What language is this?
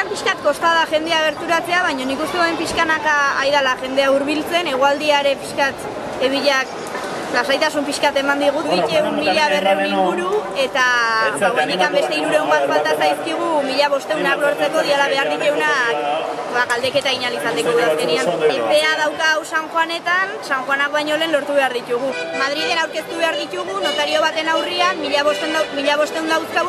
Basque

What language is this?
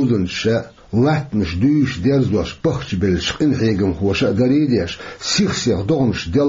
Chechen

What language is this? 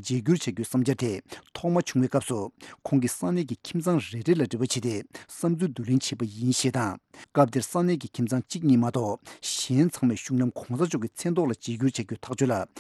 Tibetan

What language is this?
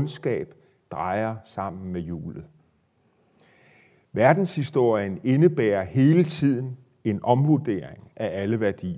Danish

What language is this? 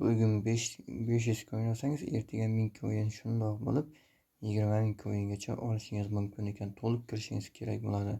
Uzbek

